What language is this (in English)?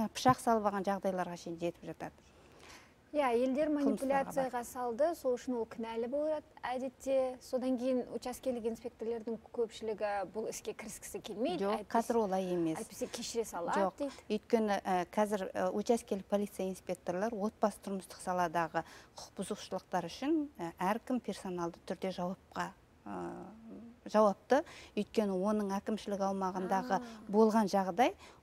Kazakh